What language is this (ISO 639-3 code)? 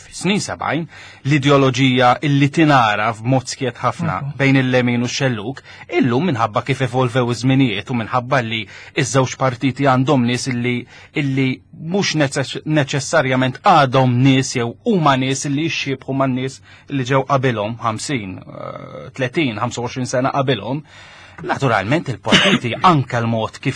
mlt